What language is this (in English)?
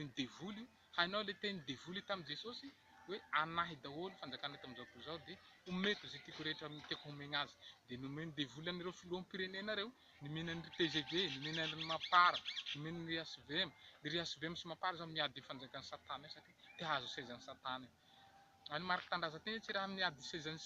Malagasy